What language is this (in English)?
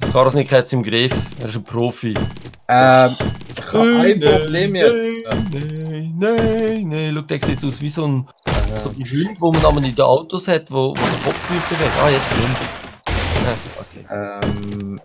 Swiss German